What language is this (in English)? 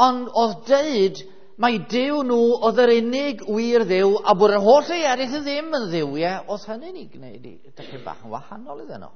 Welsh